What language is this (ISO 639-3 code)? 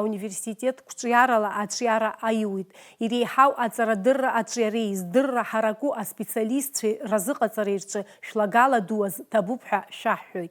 abk